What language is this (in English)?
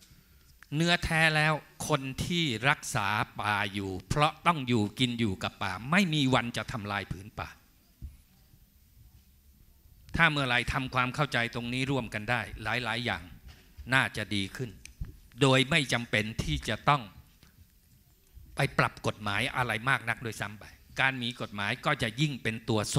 Thai